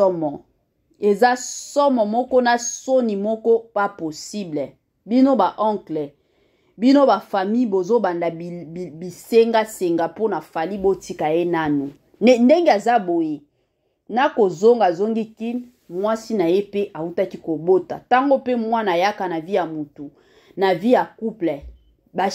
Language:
Lingala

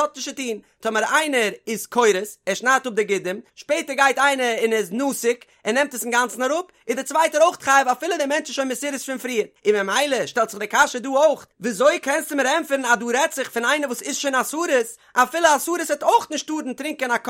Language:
Yiddish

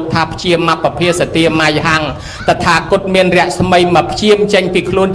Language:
Khmer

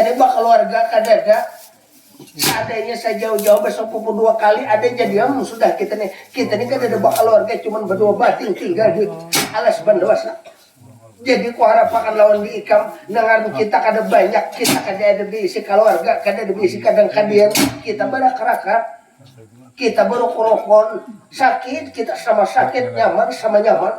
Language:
Banjar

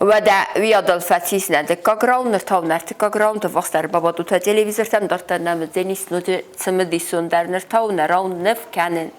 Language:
Ossetic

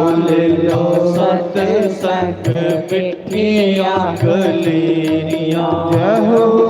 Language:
Dogri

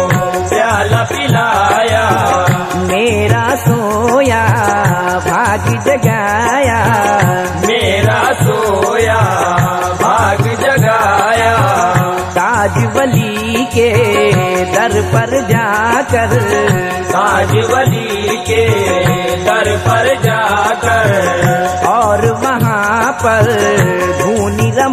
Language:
Hindi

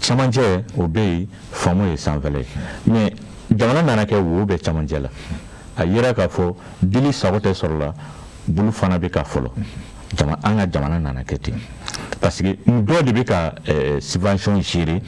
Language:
Bambara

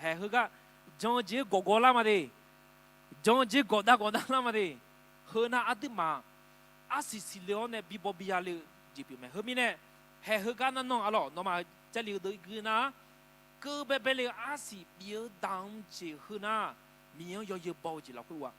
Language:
Akha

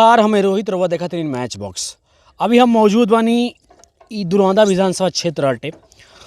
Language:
Bhojpuri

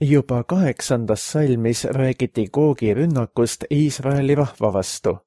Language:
Estonian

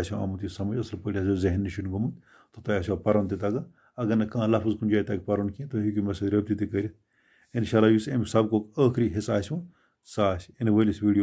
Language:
Kashmiri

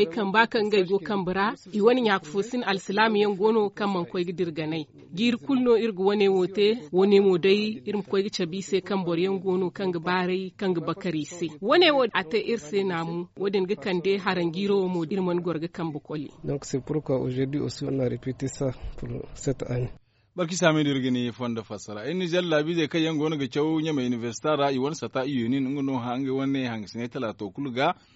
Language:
Zarma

